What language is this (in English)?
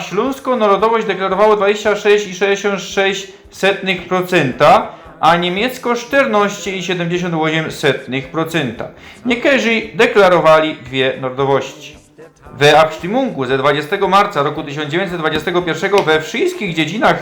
Silesian